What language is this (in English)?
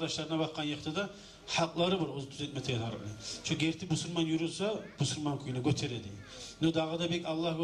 Kumyk